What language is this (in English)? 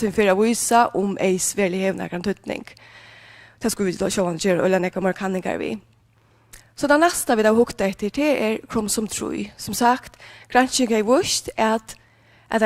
Faroese